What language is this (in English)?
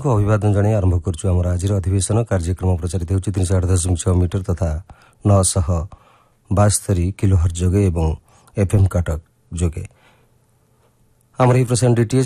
Odia